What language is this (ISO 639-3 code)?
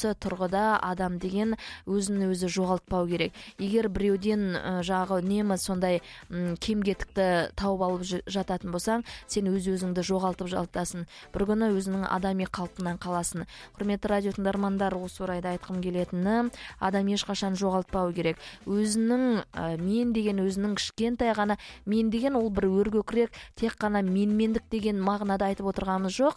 kaz